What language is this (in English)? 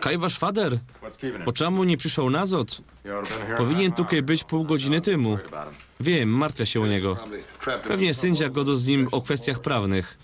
Silesian